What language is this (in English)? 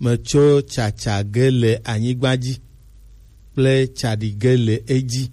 Gen